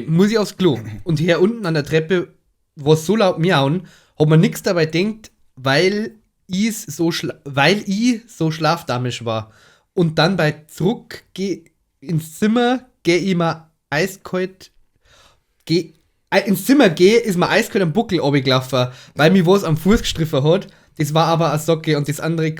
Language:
Bavarian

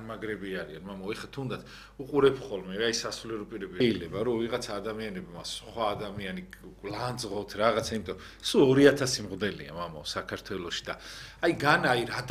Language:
Georgian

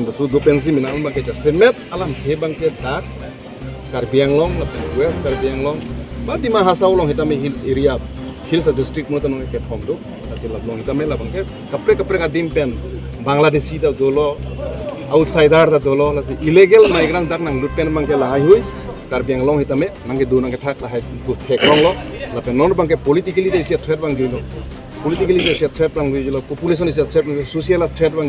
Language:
Karbi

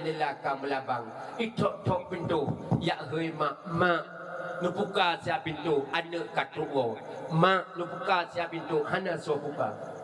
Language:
Achinese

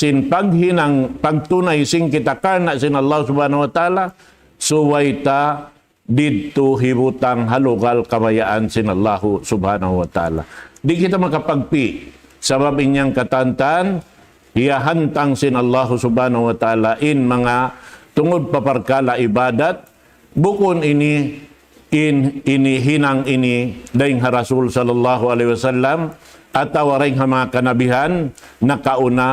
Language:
Tausug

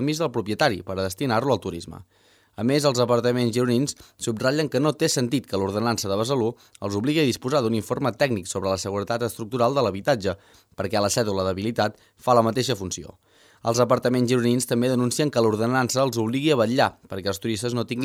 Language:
Catalan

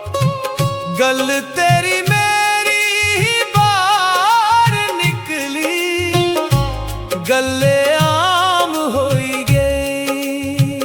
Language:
Dogri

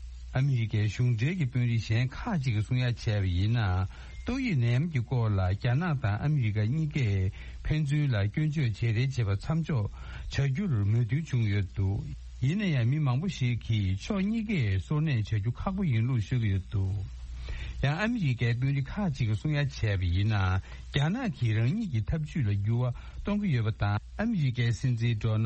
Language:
Tibetan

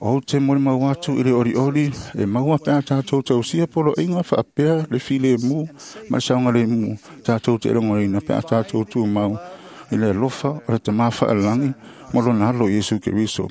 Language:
Samoan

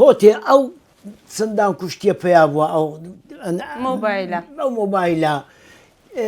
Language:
Central Kurdish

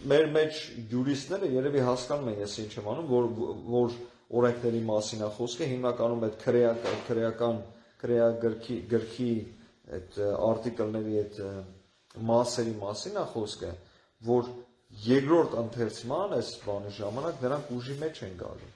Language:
Armenian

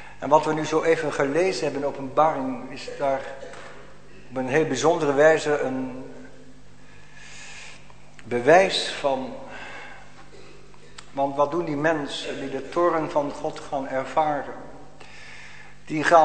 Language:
Dutch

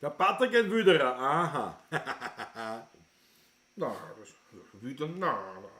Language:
Bavarian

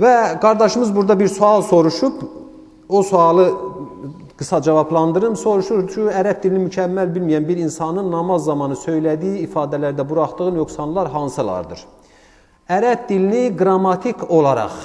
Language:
Azerbaijani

